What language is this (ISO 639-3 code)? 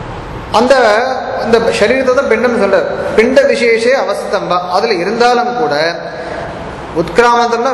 tam